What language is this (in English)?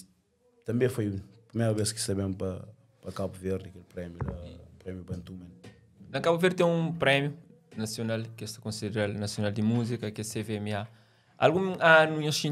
Kabuverdianu